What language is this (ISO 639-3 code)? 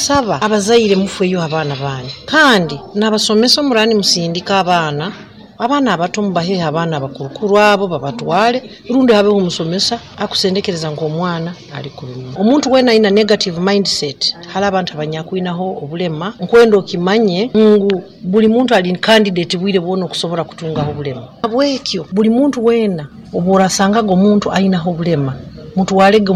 nyo